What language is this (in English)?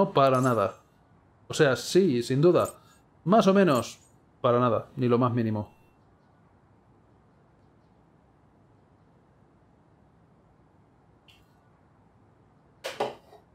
Spanish